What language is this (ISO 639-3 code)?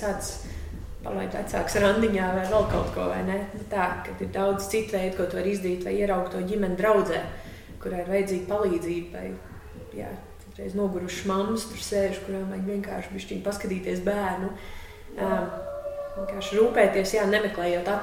lav